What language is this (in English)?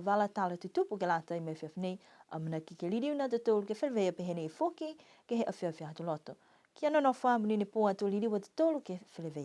Niuean